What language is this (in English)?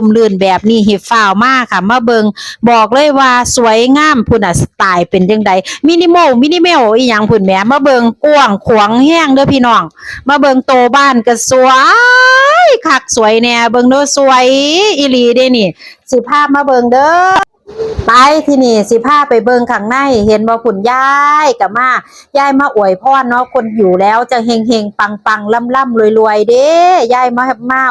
Northeastern Thai